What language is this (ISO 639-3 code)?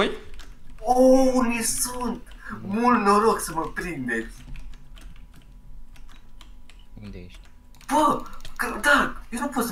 ron